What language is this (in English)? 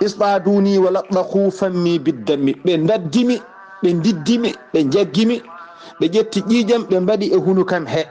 Fula